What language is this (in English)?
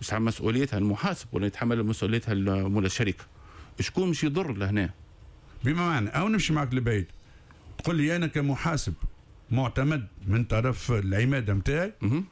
Tunisian Arabic